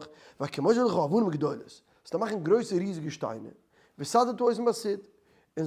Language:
Yiddish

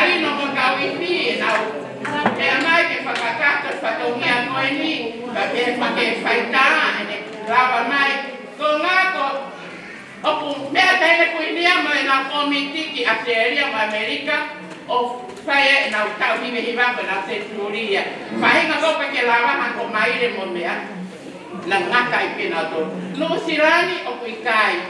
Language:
Tongan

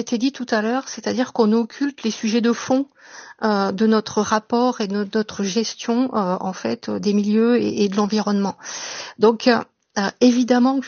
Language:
French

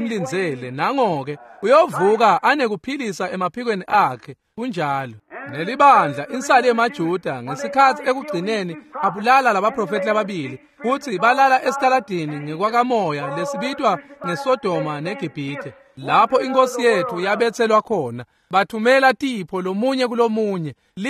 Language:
Swati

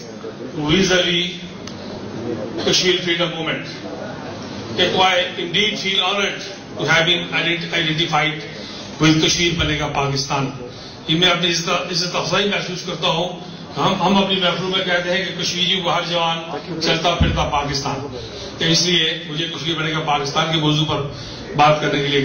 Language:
Urdu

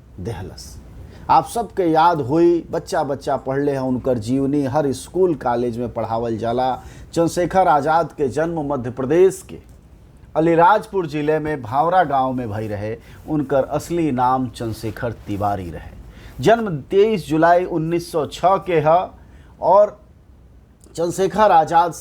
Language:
Bhojpuri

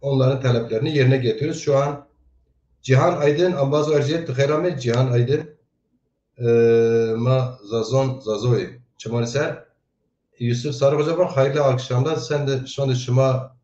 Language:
Zaza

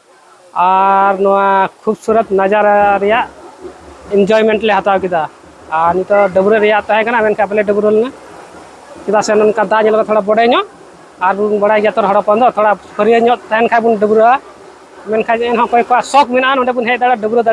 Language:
Santali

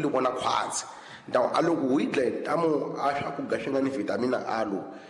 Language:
Tsonga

